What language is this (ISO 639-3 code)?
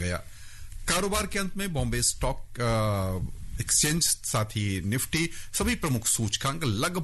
hin